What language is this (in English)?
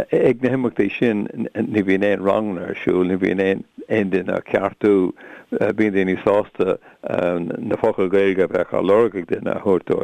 Irish